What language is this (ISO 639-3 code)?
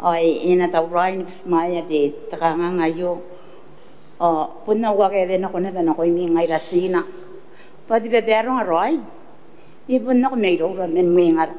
gil